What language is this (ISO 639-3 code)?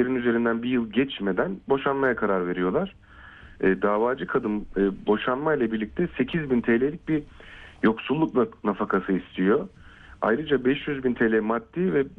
tur